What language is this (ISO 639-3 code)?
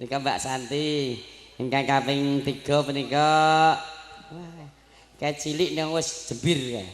jav